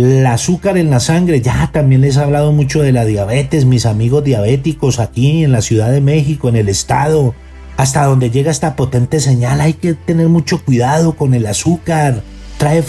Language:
Spanish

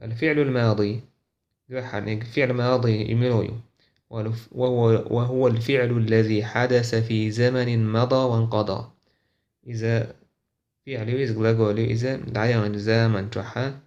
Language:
Chechen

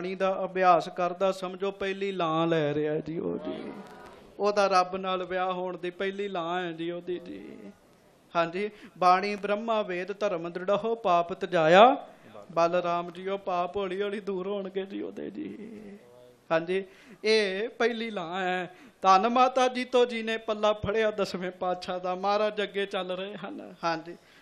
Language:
Punjabi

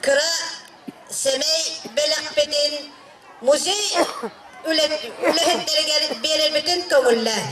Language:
Yakut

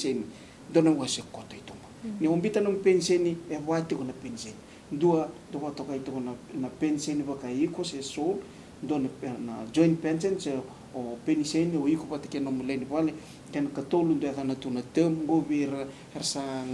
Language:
Fijian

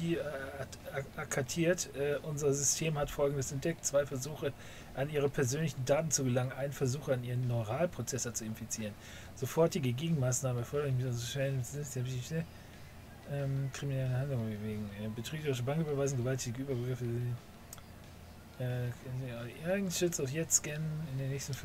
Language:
German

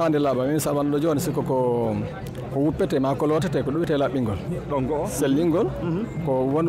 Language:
Fula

